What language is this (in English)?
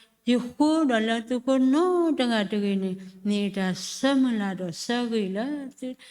S'gaw Karen